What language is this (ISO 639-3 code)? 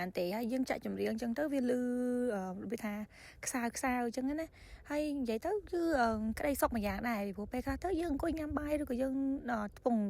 khm